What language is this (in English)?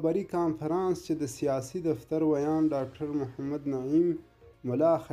Pashto